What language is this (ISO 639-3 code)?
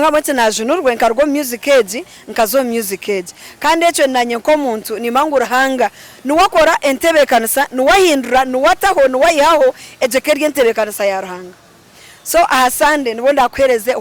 nyn